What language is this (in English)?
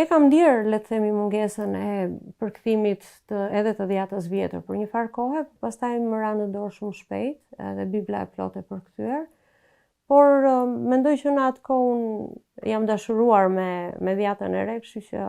Albanian